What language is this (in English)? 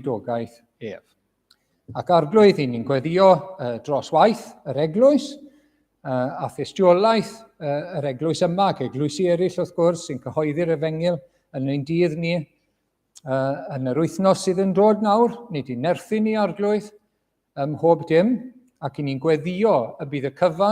Welsh